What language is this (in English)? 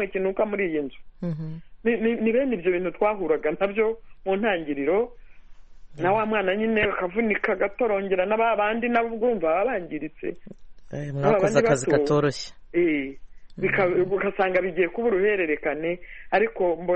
Kinyarwanda